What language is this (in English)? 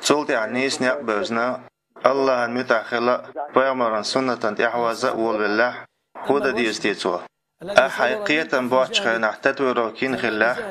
Chechen